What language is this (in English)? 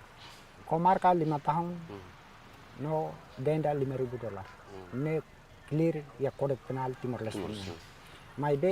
Tetum